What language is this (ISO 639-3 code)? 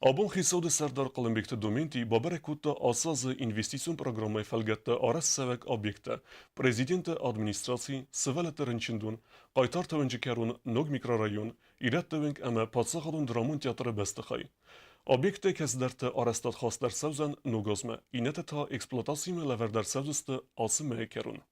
oss